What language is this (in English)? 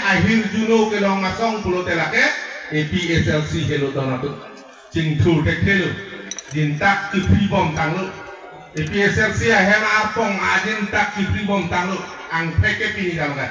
Karbi